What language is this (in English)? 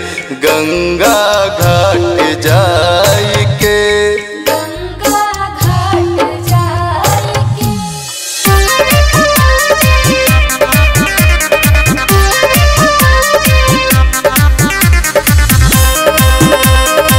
Bhojpuri